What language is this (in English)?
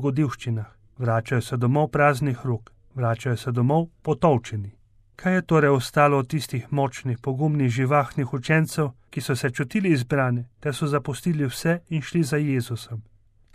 Slovenian